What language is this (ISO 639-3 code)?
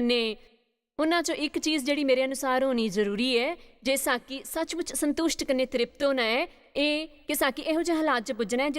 doi